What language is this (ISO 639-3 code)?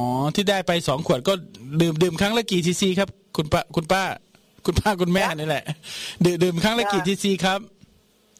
tha